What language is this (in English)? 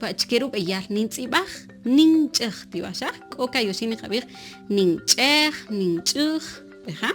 Kaqchikel